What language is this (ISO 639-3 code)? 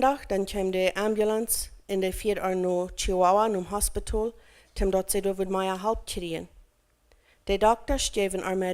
pdt